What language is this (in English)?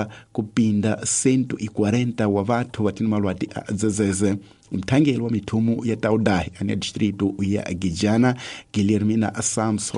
Tsonga